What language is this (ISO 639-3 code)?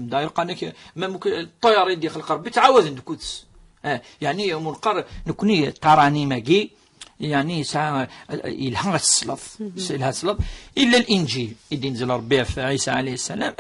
kab